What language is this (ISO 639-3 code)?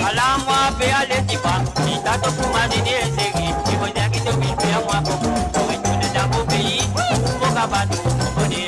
mfe